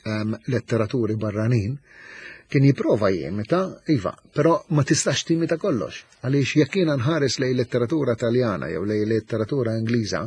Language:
Maltese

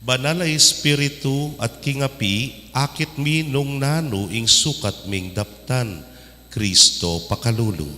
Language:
Pampanga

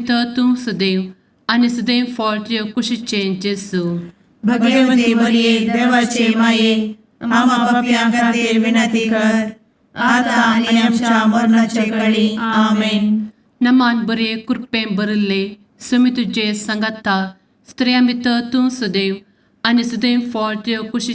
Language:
Konkani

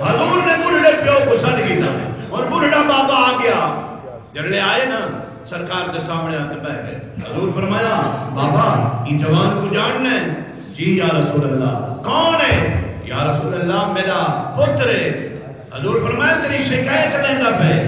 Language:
Saraiki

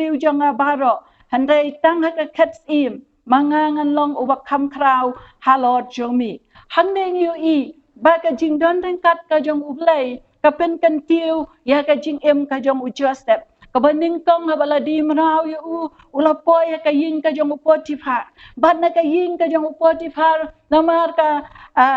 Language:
Khasi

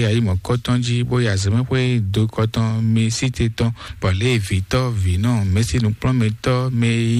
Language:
Fon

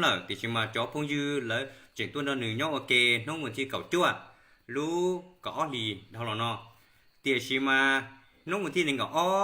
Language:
Hmong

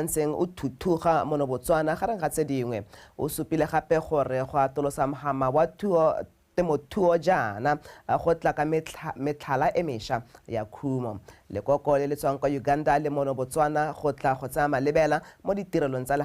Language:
Tswana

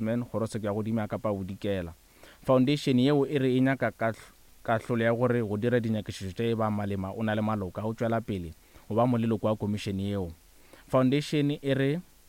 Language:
Northern Sotho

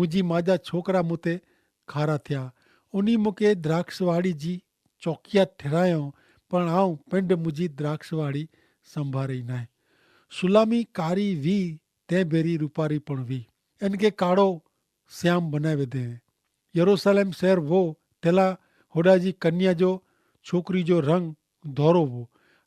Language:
Kachhi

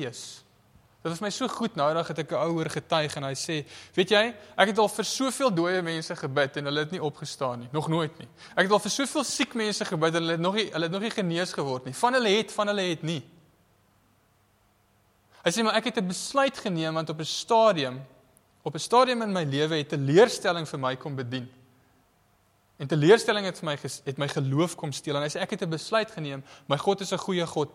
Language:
Afrikaans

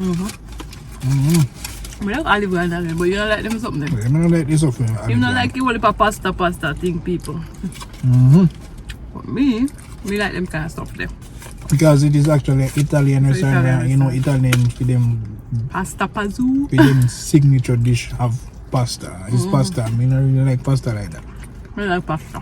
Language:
Jamaican Creole English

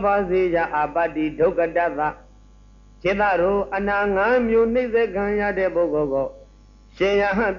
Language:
Burmese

